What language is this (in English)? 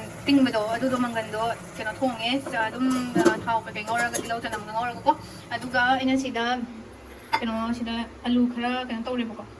Manipuri